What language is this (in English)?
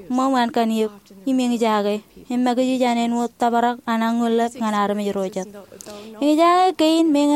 Marshallese